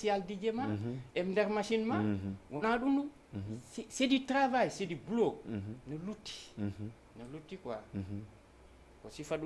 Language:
Fula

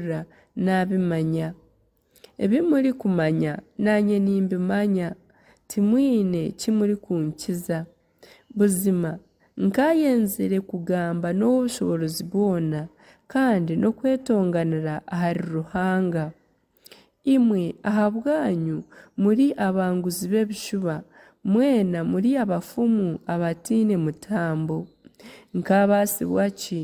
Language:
Nyankole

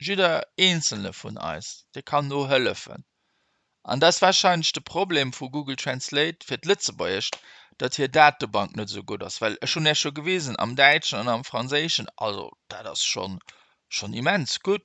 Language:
Luxembourgish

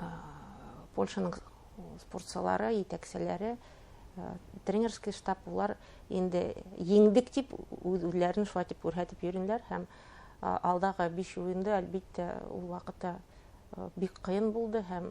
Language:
Bashkir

